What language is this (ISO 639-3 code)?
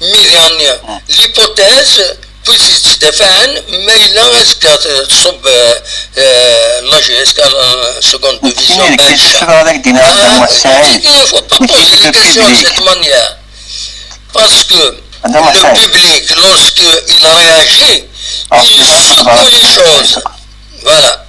kab